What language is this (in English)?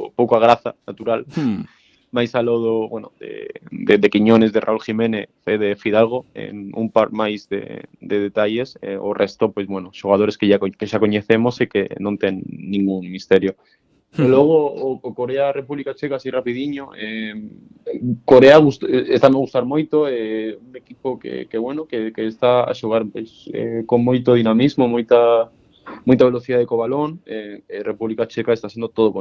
Galician